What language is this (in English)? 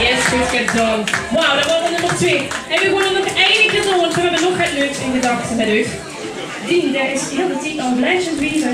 Limburgish